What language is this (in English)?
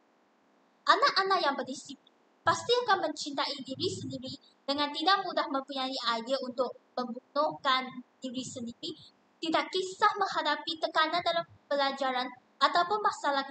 Malay